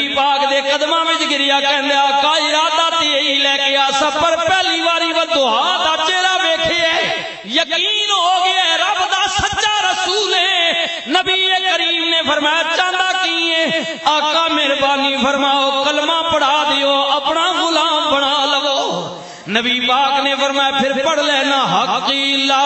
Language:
Western Panjabi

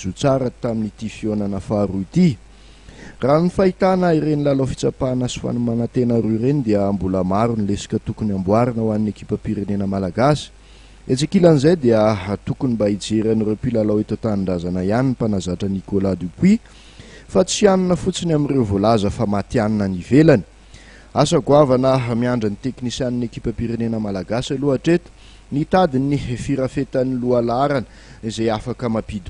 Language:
Malagasy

